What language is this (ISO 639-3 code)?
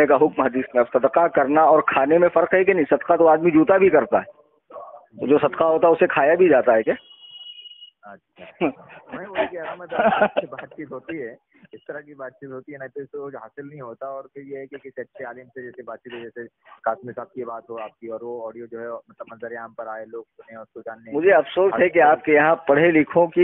urd